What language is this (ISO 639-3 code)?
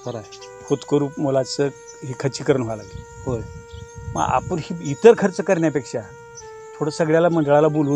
mar